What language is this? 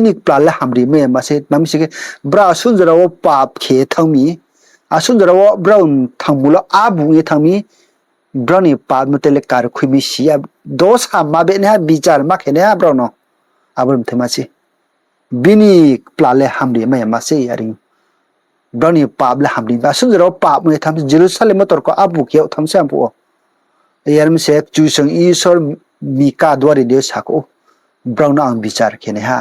Riang (India)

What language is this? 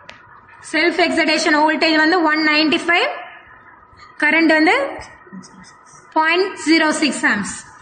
Tamil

